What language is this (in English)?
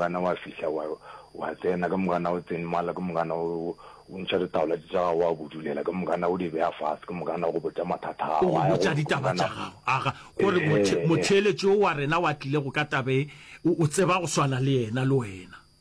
Northern Sotho